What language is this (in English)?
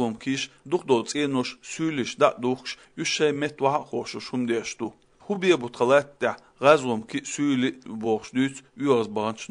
Chechen